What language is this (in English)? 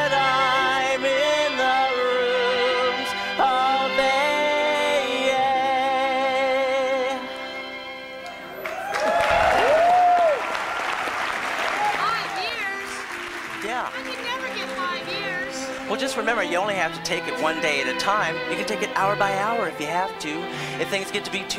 English